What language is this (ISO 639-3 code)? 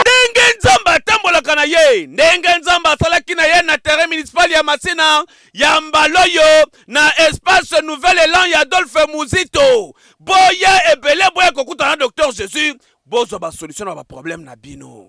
lin